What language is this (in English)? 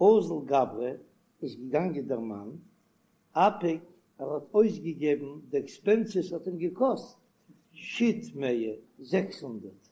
Yiddish